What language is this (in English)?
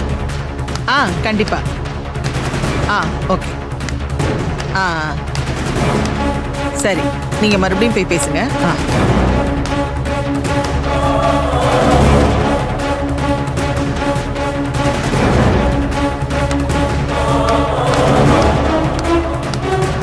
Tamil